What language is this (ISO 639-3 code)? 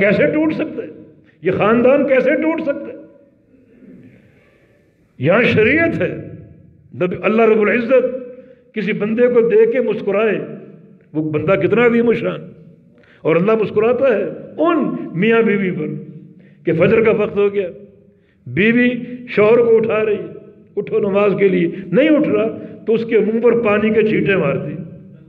urd